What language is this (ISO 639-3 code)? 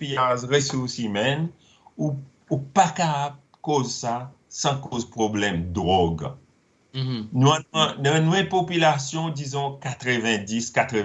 crs